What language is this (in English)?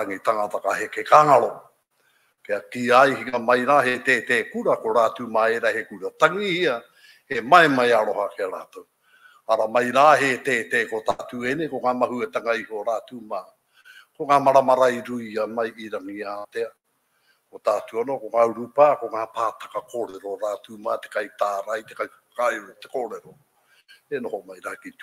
Māori